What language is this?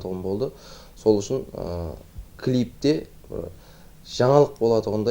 Kara-Kalpak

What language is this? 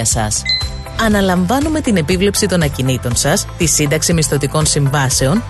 Greek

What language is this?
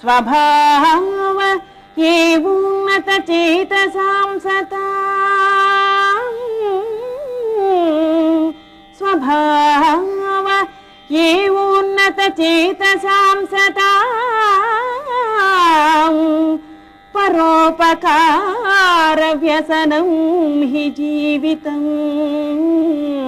Sanskrit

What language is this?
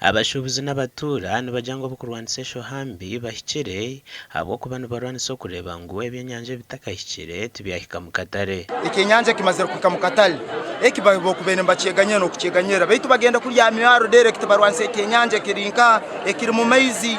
Nyankole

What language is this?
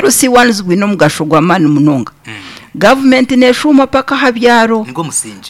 Nyankole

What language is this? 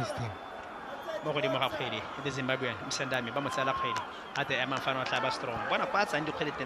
Tswana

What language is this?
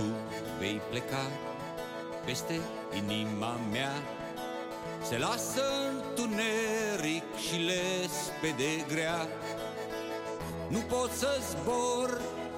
Romanian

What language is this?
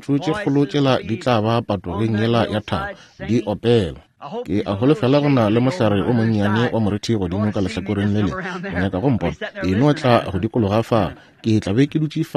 Northern Sotho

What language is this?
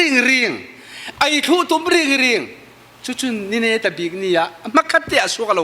Falam Chin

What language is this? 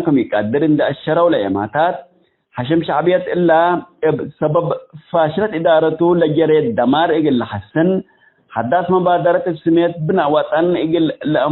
Tigre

